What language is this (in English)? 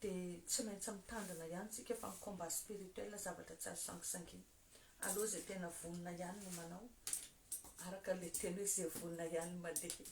Malagasy